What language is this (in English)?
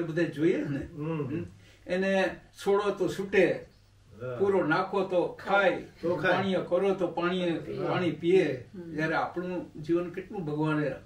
Gujarati